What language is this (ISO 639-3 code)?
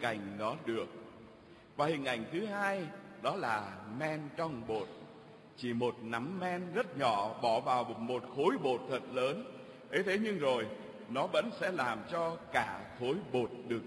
vie